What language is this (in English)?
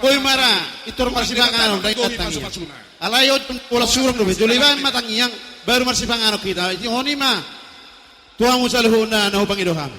Batak Toba